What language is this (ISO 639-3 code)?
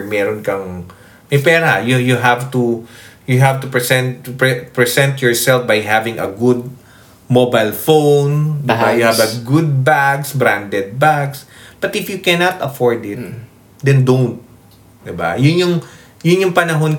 fil